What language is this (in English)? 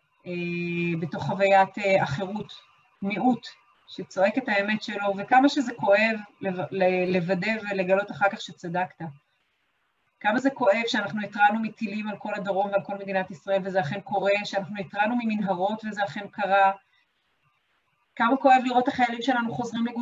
Hebrew